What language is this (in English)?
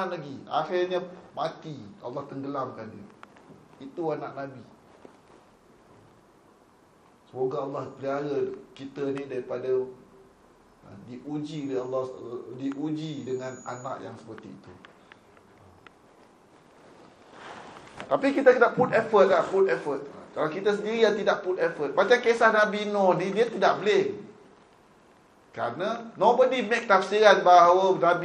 Malay